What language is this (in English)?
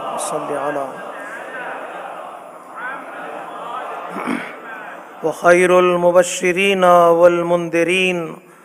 Urdu